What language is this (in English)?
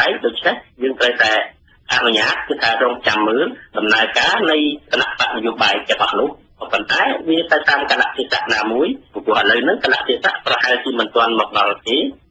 Khmer